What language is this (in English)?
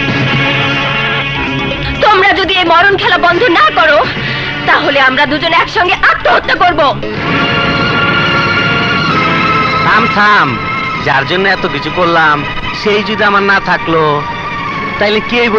Bangla